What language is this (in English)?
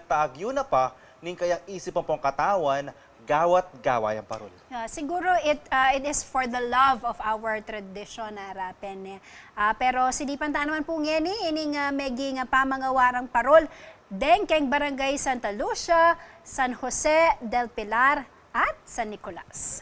Pampanga